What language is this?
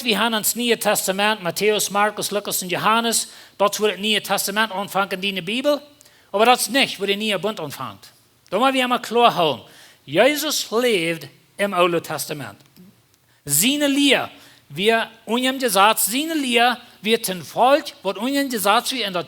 Plautdietsch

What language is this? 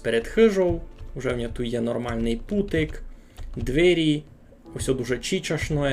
Rusyn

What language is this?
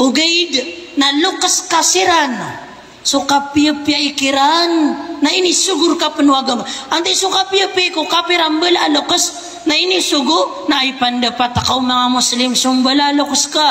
Maranao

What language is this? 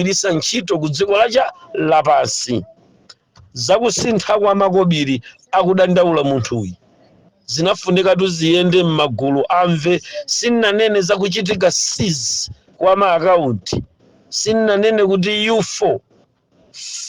Nyanja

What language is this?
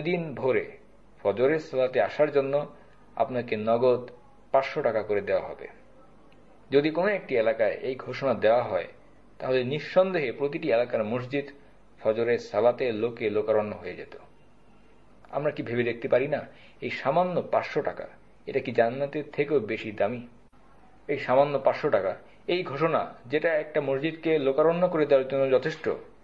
Bangla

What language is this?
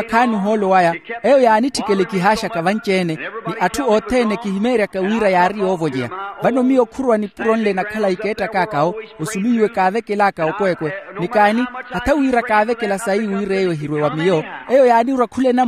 Makhuwa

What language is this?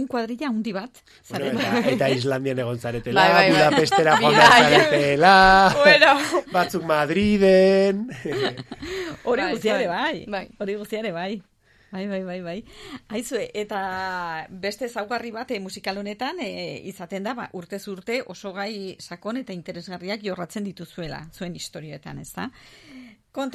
Basque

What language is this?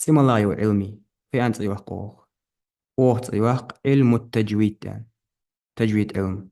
Ingush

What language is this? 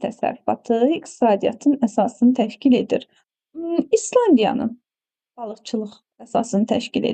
Azerbaijani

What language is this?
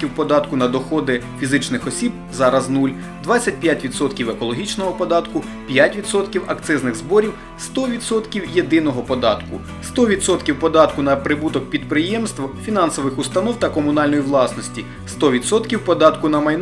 Ukrainian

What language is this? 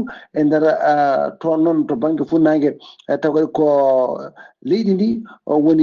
Fula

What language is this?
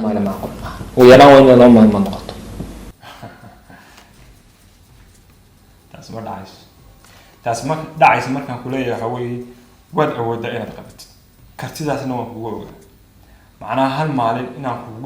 Somali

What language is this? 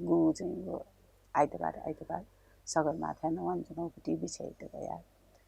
Newari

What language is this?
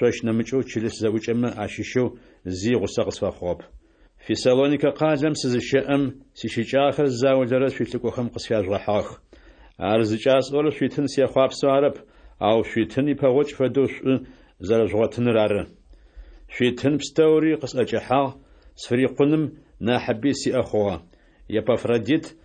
Adyghe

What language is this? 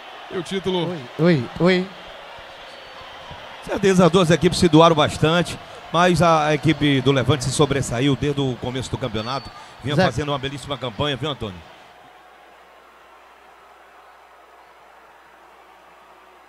Portuguese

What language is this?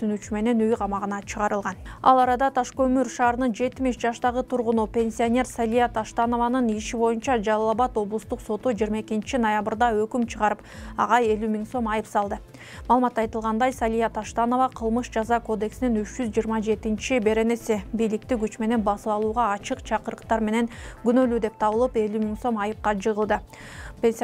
Kyrgyz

